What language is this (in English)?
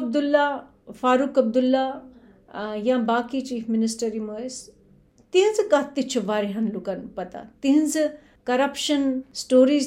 Kashmiri